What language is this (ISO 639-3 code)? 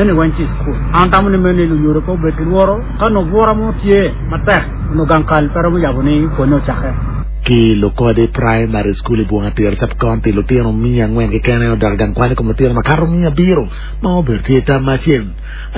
ach